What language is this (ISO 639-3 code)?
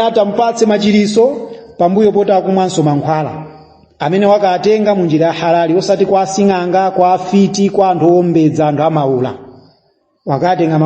nya